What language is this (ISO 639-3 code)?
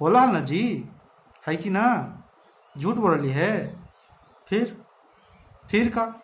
mag